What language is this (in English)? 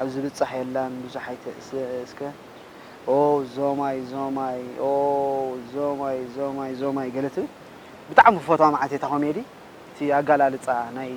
Tigrinya